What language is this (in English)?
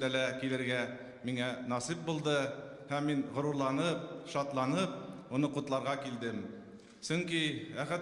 Bashkir